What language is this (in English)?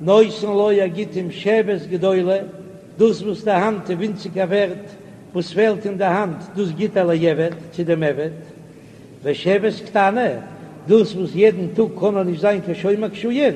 Yiddish